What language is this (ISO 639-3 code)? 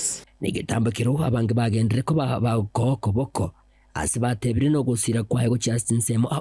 guz